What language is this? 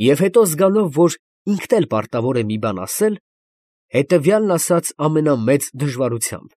Armenian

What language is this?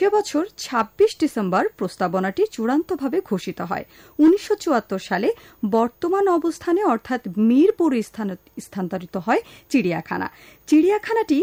Bangla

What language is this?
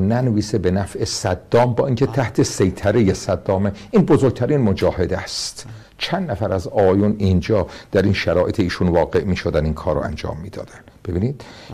Persian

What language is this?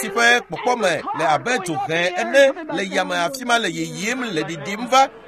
Ewe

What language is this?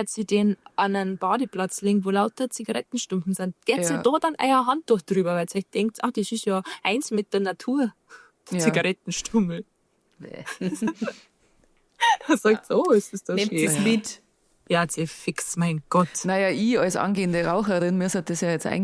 Bavarian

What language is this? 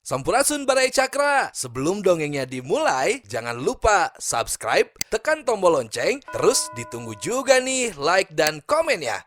Sundanese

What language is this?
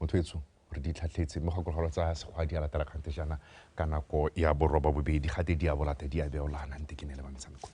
Tswana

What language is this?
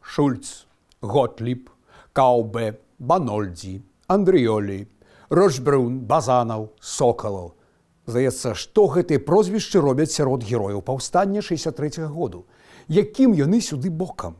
Belarusian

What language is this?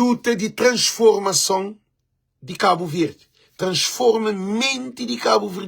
Kabuverdianu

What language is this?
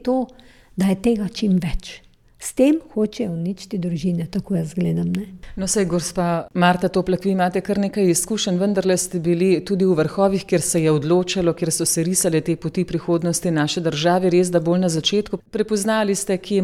Slovenian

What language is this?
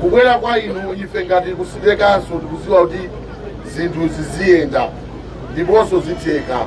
Nyanja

